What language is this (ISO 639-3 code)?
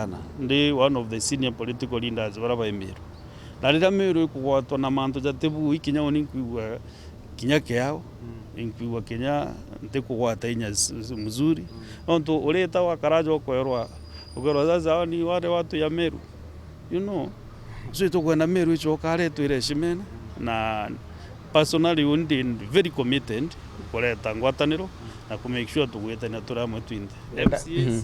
mer